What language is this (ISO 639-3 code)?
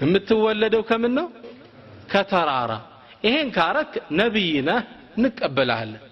amh